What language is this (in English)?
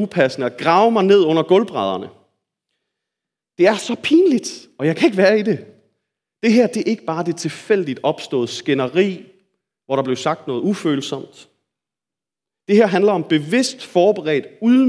Danish